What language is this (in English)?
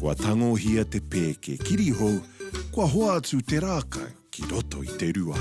Māori